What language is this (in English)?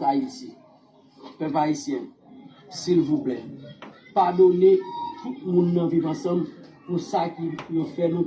Haitian Creole